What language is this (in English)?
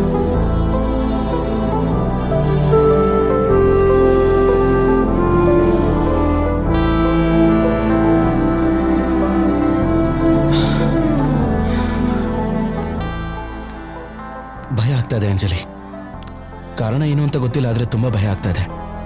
Kannada